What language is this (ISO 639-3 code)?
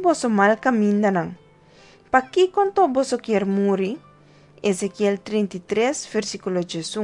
pap